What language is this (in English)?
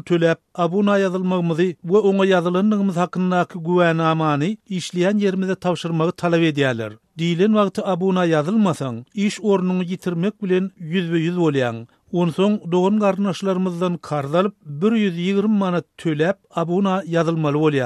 Turkmen